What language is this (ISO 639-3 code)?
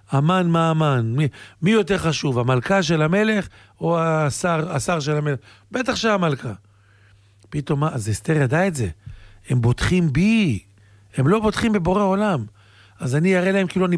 heb